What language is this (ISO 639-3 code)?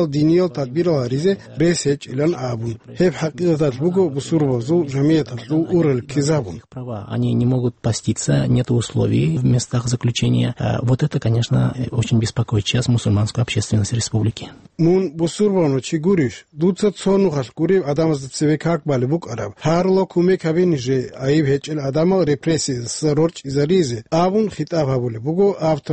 ava